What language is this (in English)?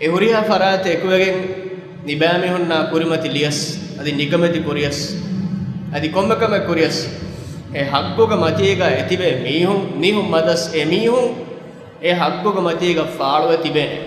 Divehi